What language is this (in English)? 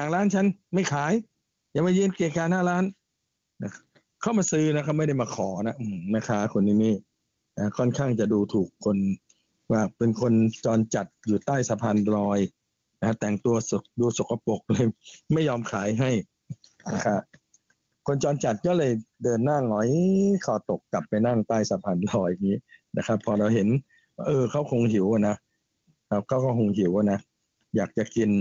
Thai